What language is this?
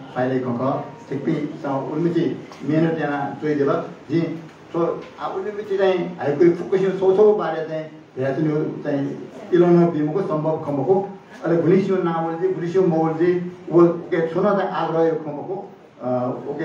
Newari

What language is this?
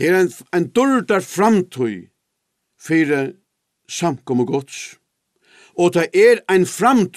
Faroese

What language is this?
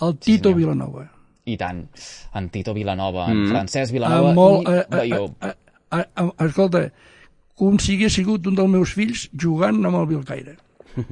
Catalan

